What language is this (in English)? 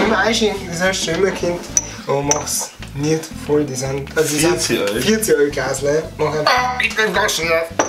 Bavarian